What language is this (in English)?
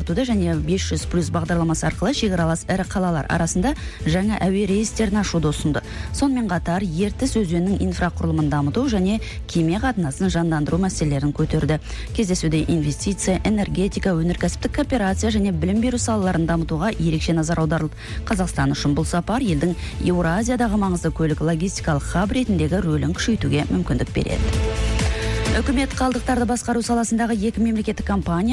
Kazakh